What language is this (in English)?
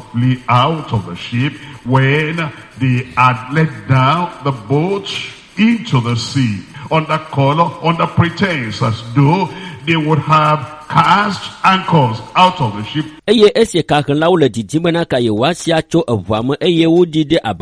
Ewe